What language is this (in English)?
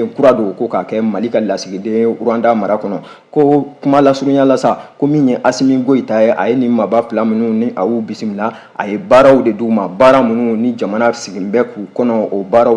Bambara